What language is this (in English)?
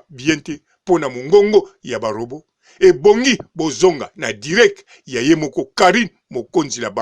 Lingala